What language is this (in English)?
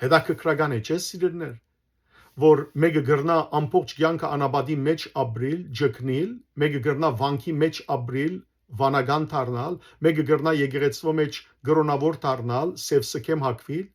Western Armenian